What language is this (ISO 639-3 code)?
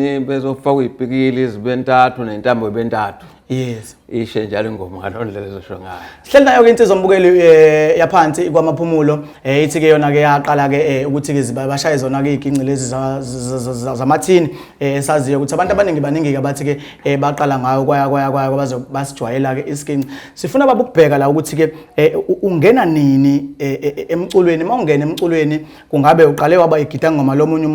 zul